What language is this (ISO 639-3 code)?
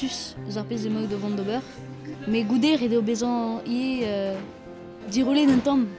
bre